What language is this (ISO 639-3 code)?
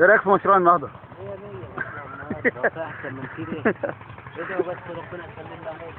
arz